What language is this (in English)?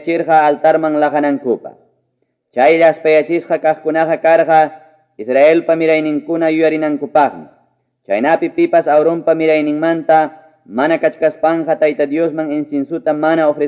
Ayacucho Quechua